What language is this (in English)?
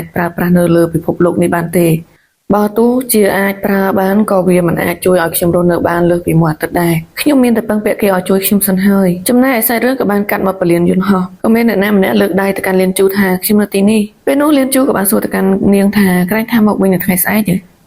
Khmer